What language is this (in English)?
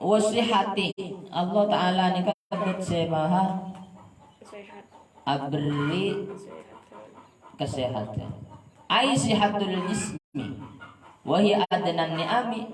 Madurese